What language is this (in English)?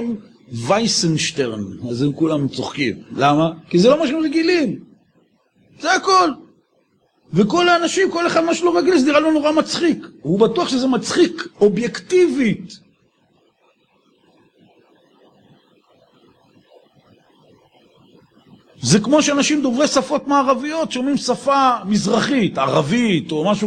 Hebrew